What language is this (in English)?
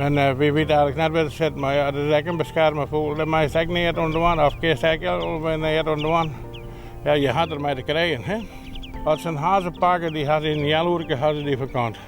Western Frisian